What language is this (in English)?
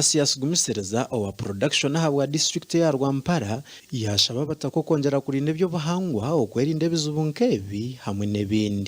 Nyankole